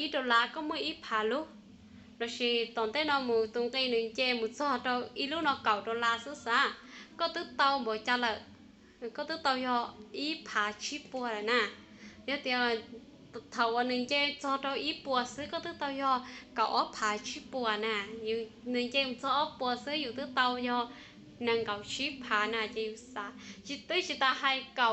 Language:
Hmong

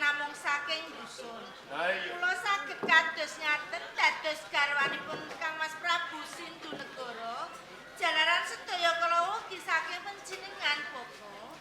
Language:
Javanese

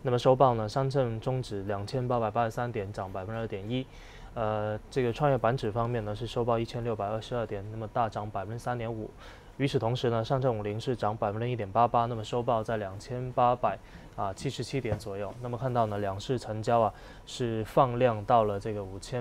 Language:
Chinese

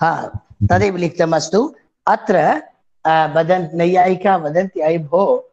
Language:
Sanskrit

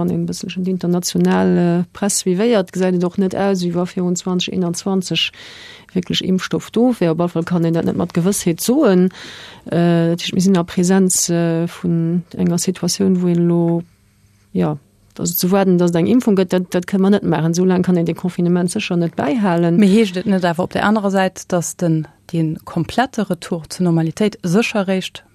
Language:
Luxembourgish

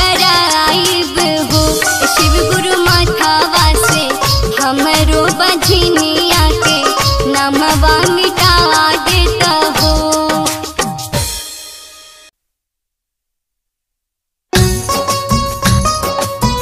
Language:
Bhojpuri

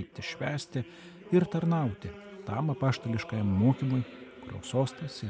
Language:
Lithuanian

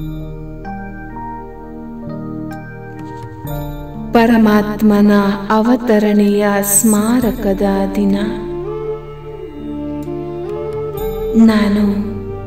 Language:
Kannada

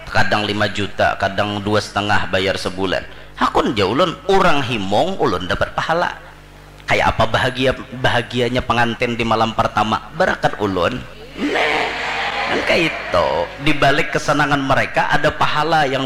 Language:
Banjar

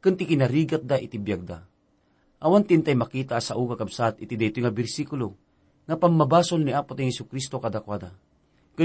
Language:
Iloko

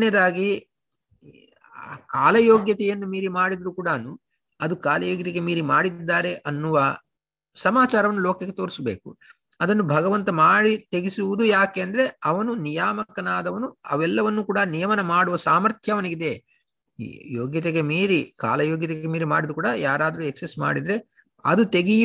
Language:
Kannada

